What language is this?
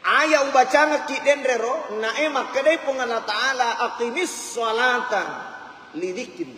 Buginese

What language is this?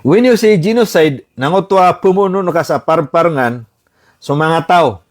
Maranao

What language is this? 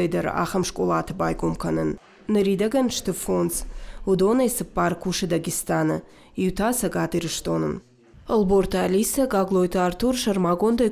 Ossetic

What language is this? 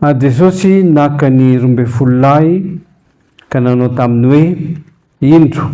Malagasy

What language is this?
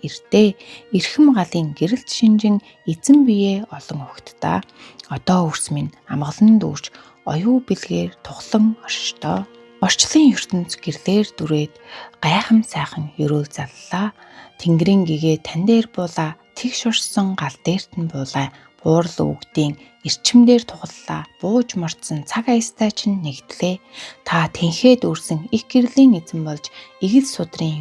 Mongolian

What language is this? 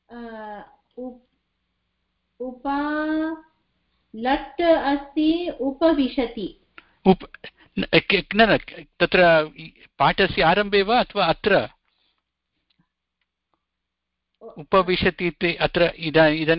Sanskrit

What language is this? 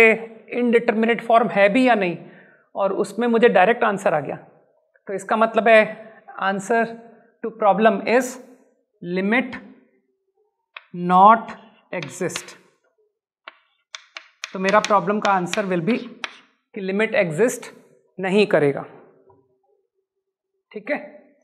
Hindi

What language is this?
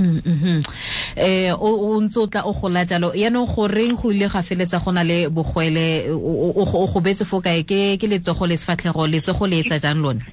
Tswana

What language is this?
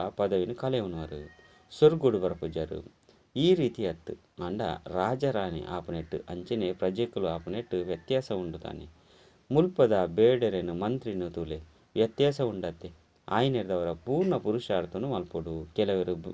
Tulu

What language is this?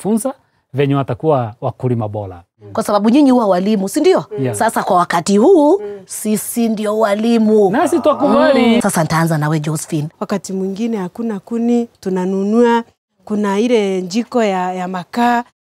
Swahili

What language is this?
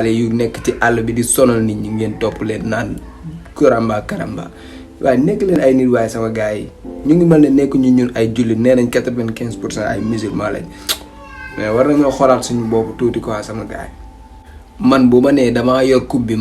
Wolof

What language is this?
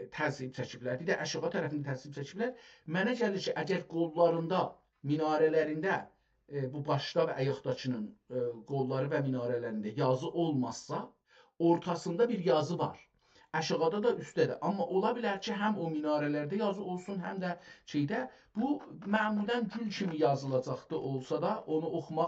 South Azerbaijani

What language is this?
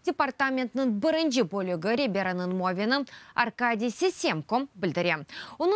Crimean Tatar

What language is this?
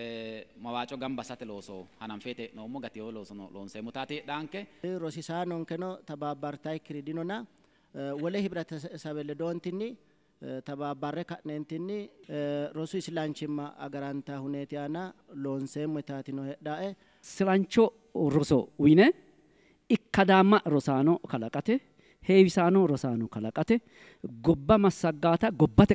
Sidamo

